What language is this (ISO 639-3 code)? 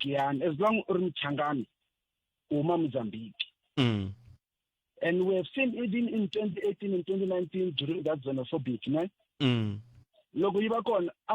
tso